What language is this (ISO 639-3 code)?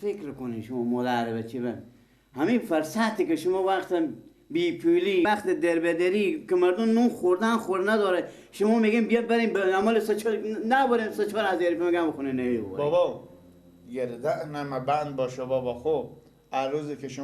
fas